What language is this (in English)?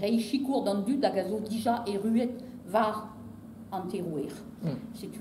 Breton